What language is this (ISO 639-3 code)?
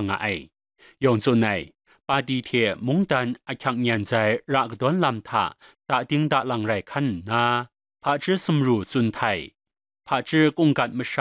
kac